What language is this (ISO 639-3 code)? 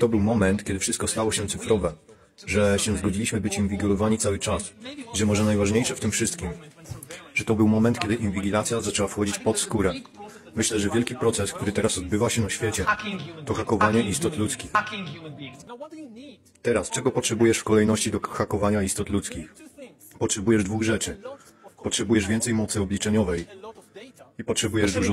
pol